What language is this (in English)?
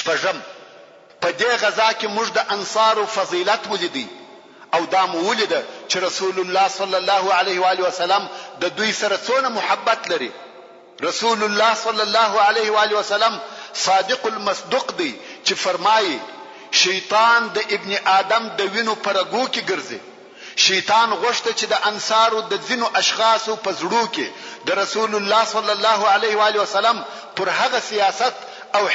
Pashto